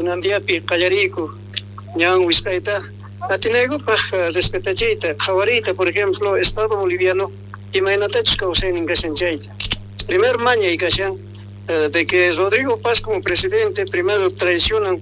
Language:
South Bolivian Quechua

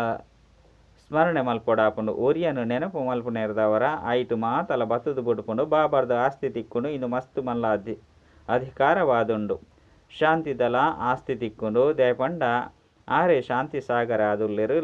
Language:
Tulu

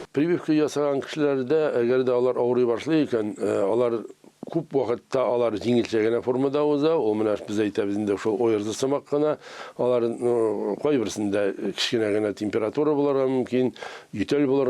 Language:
Tatar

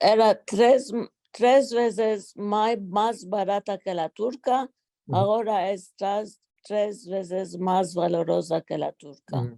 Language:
Ladino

